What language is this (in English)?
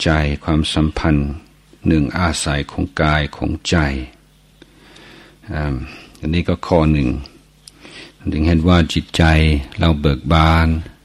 Thai